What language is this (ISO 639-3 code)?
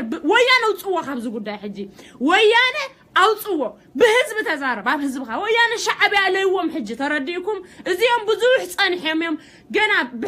tir